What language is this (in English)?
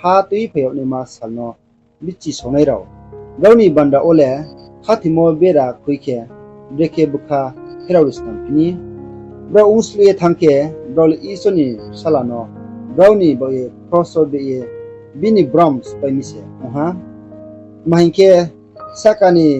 Riang (India)